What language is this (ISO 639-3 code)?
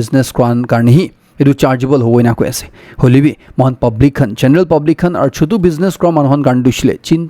nag